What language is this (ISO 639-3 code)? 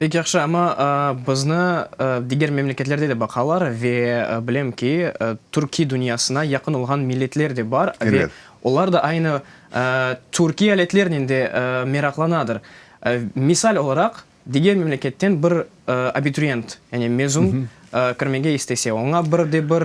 crh